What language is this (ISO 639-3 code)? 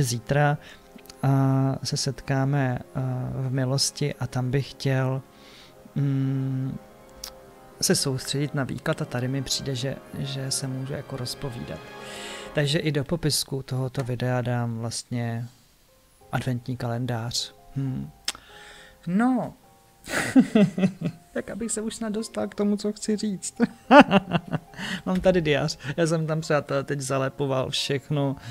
ces